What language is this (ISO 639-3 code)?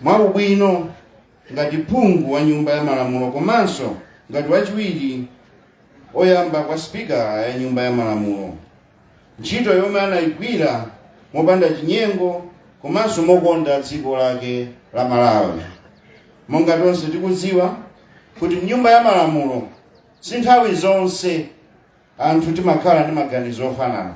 nya